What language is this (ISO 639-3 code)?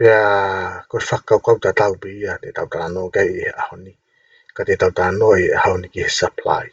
ton